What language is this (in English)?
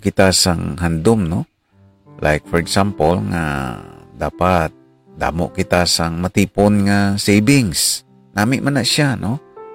Hiligaynon